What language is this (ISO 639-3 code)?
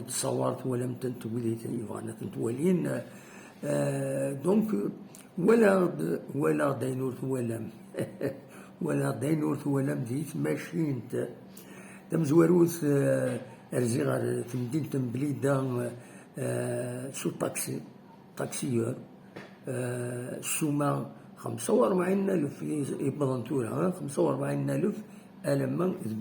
kab